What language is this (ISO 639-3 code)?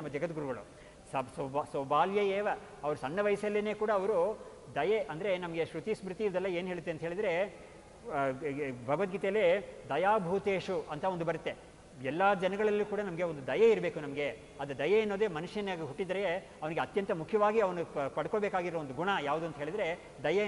kan